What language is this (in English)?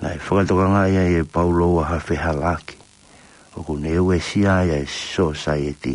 Tongan